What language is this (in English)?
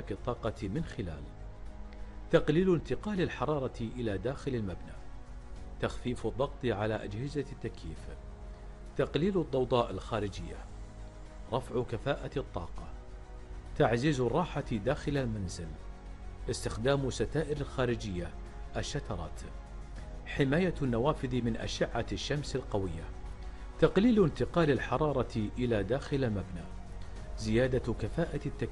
Arabic